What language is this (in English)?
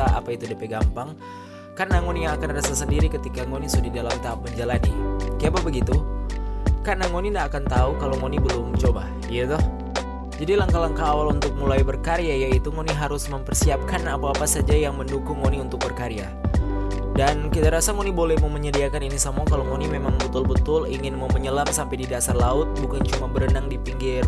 Manado Malay